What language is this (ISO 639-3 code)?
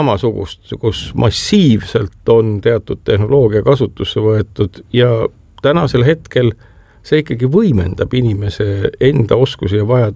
est